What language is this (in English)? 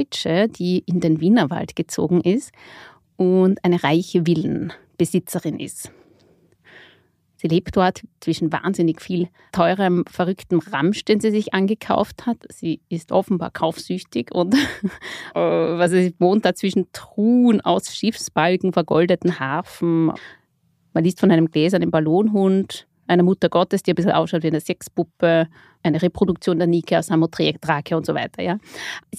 German